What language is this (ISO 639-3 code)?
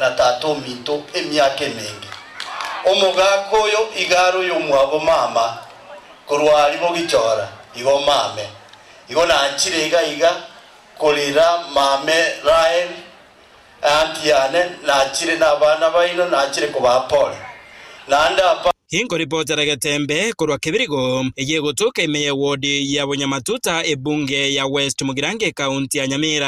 guz